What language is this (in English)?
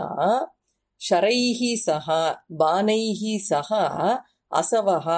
Sanskrit